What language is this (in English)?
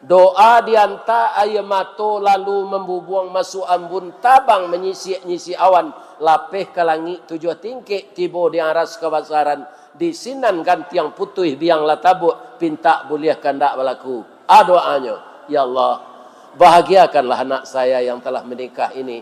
Minangkabau